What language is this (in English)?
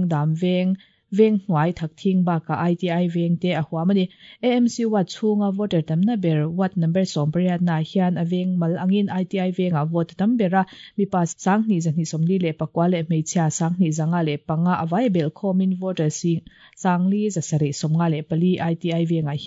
Mizo